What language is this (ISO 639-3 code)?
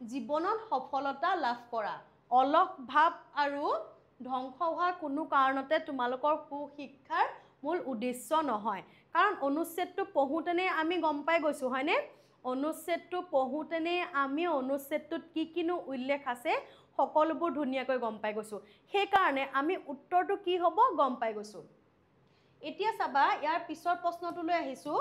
asm